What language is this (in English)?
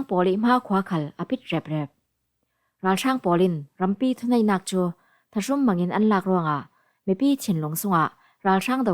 Falam Chin